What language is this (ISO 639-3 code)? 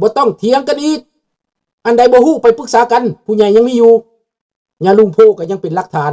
lao